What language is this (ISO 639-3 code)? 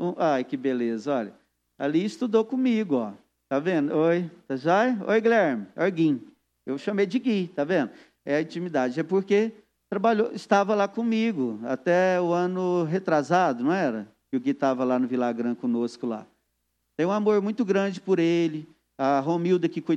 por